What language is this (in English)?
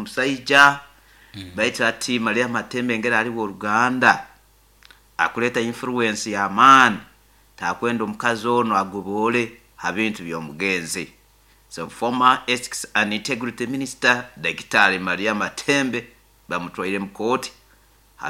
Nyoro